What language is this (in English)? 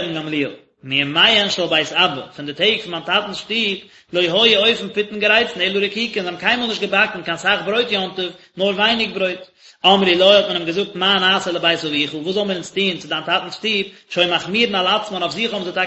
Yiddish